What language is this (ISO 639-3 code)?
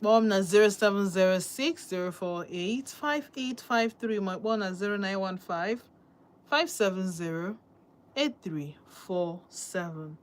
ibo